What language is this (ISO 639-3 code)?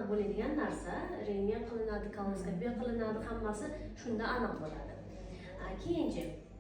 uzb